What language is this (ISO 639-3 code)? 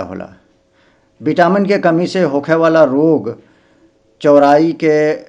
bho